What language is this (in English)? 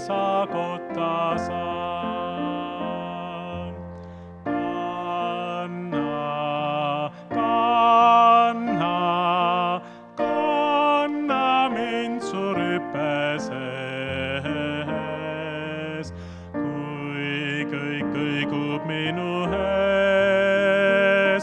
Estonian